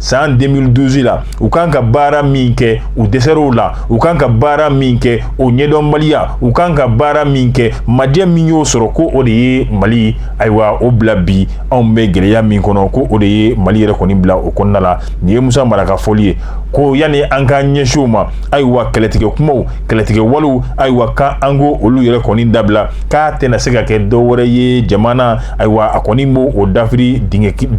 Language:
Bambara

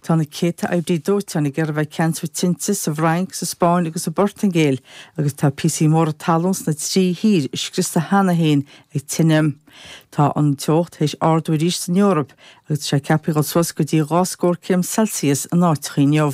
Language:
Irish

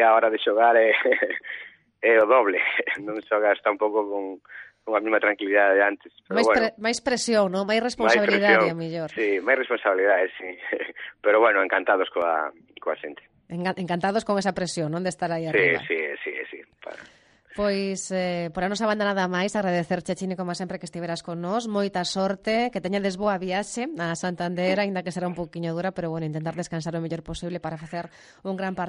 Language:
Galician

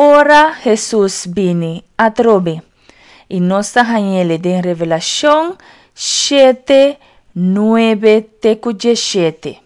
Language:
Papiamento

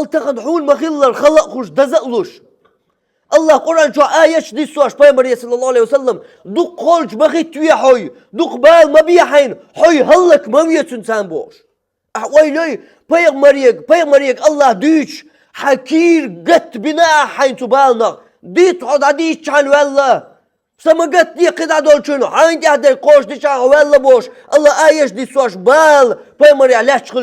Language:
Chechen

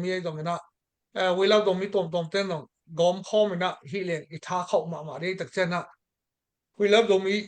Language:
Tedim Chin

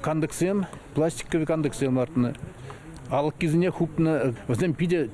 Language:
Chuvash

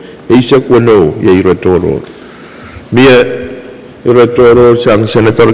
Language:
Pohnpeian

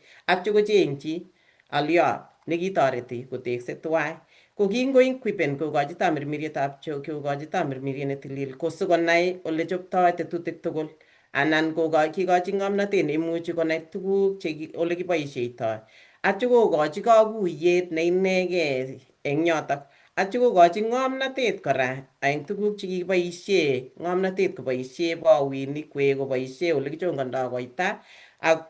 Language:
Kalenjin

